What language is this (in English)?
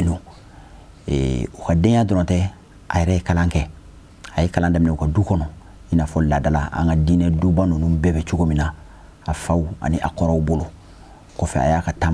Bambara